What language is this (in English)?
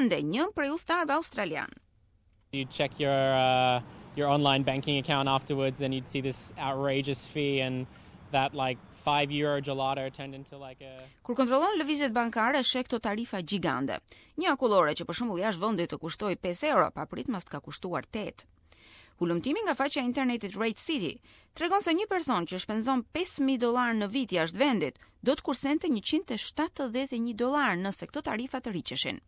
Albanian